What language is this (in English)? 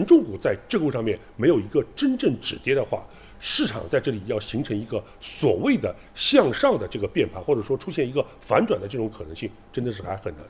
Chinese